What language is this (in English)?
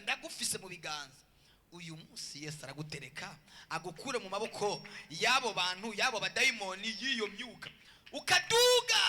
Rundi